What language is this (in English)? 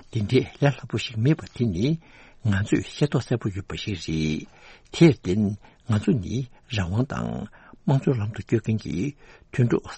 Tibetan